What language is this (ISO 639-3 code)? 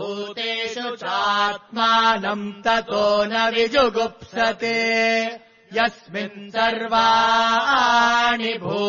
san